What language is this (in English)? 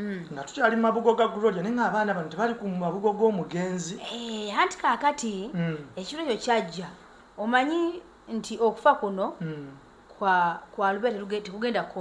Ganda